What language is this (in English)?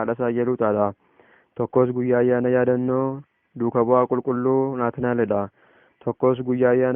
Oromo